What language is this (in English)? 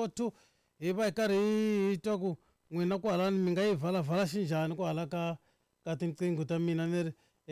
Tsonga